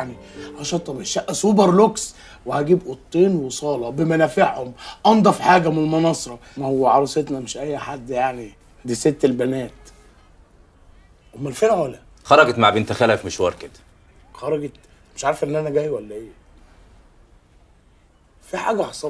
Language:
Egyptian Arabic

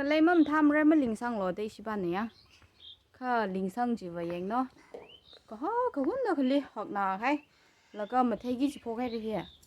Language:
Tangkhul Naga (India)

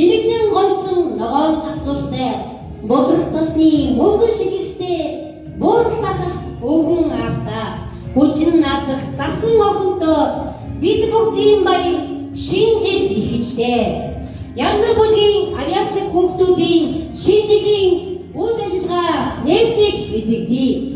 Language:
Mongolian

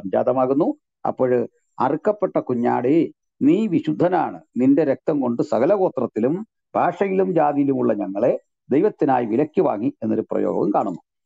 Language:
Malayalam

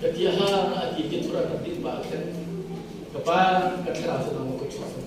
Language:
Hakha Chin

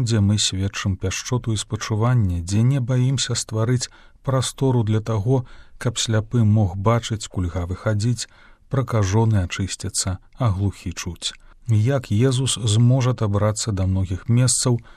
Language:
Belarusian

